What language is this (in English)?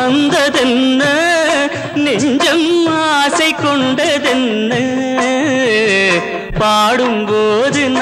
Tamil